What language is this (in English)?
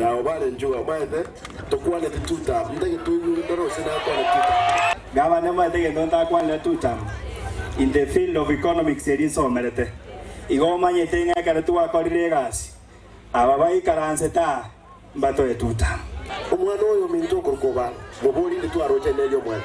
Gusii